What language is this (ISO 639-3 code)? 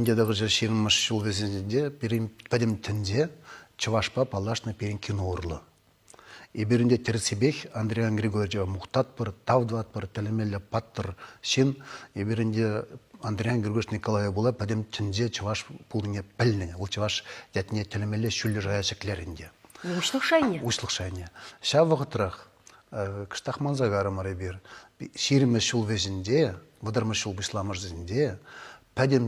chv